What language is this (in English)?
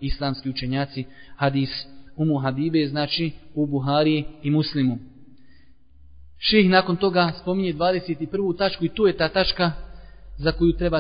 Bosnian